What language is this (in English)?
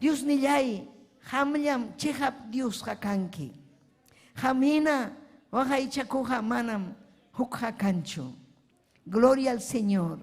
Ayacucho Quechua